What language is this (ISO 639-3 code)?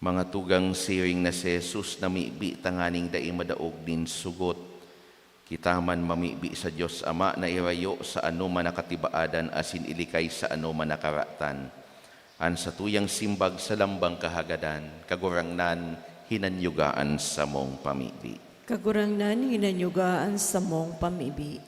bik